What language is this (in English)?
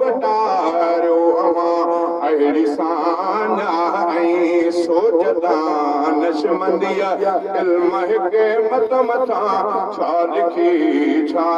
Sindhi